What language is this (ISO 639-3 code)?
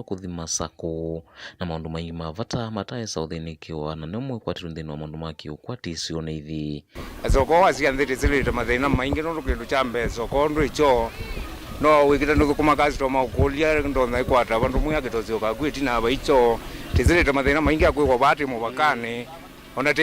kam